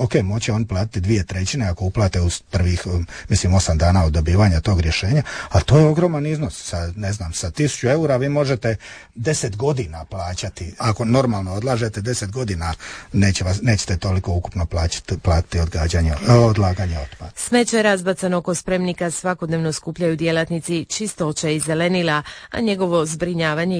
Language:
Croatian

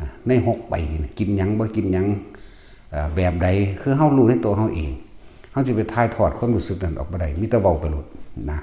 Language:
Northeastern Thai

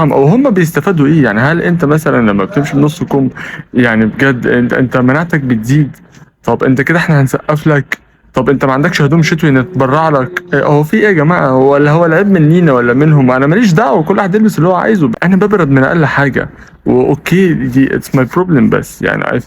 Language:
Egyptian Arabic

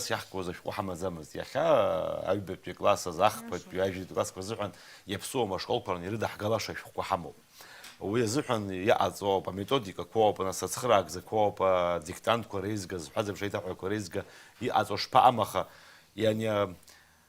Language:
Abkhazian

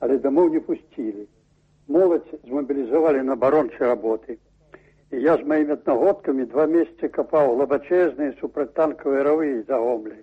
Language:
Belarusian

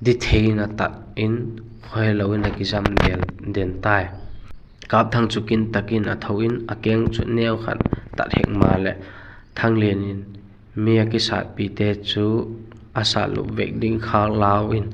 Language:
Vaiphei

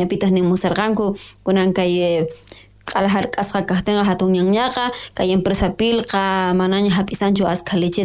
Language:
South Bolivian Quechua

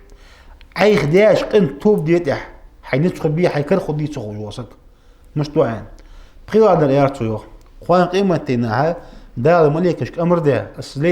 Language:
Ingush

